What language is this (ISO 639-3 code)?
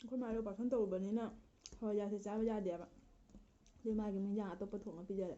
mni